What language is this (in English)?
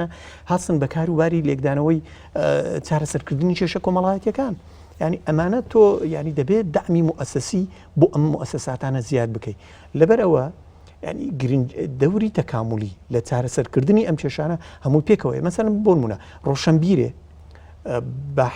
Central Kurdish